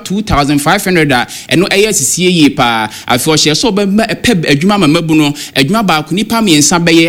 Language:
Akan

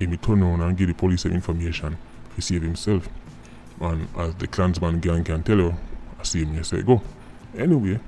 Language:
Jamaican Creole English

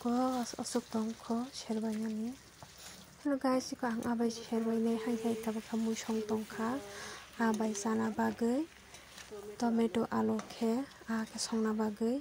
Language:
Kok Borok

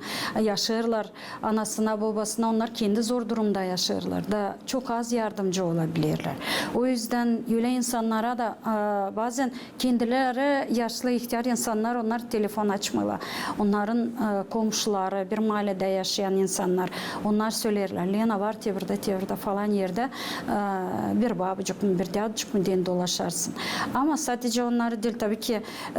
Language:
Gagauz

